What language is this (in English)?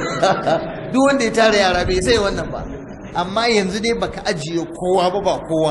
Hausa